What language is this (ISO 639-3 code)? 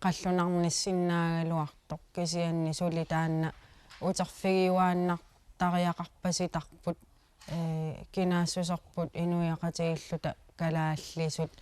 kal